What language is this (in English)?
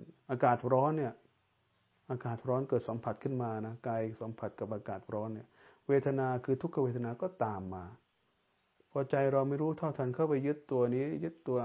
Thai